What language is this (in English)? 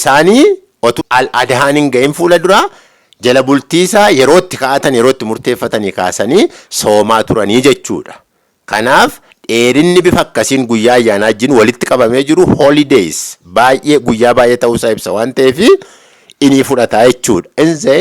Oromo